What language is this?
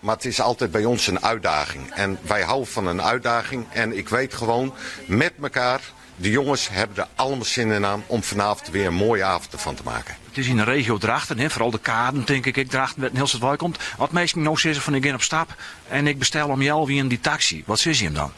Western Frisian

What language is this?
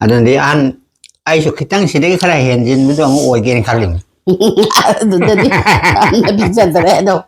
Manipuri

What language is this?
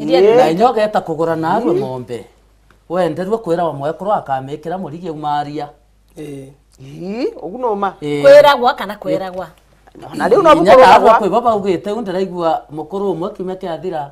Meru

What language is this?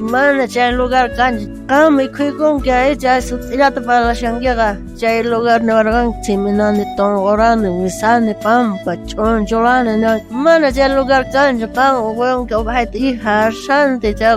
South Bolivian Quechua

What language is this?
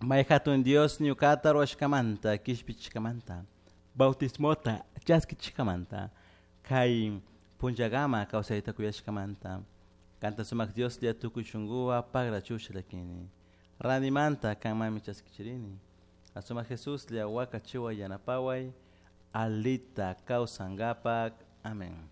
Chimborazo Highland Quichua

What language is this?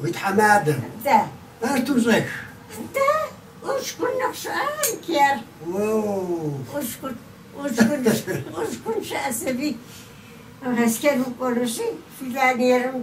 Kabardian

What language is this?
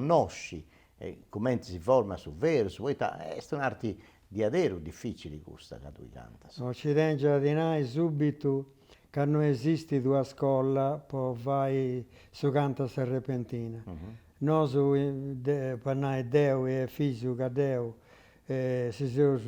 Sardinian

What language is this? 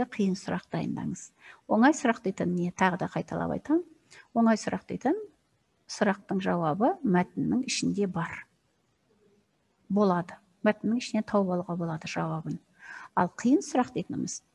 Kazakh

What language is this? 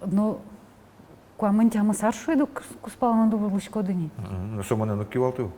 Udmurt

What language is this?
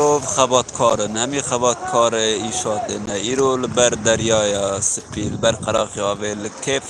Kurdish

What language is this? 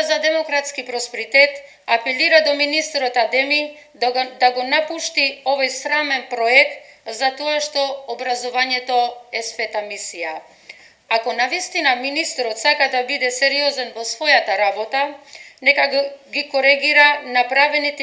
Macedonian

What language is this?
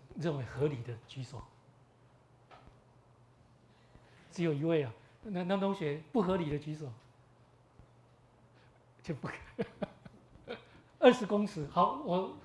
Chinese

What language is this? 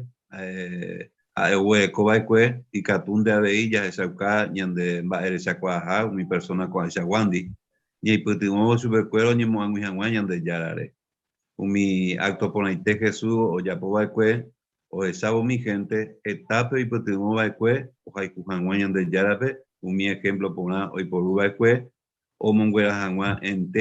Guarani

